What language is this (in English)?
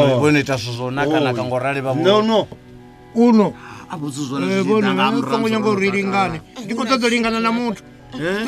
Venda